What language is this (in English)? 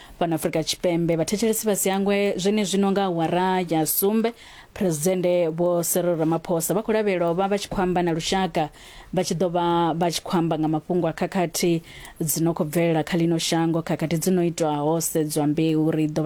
Venda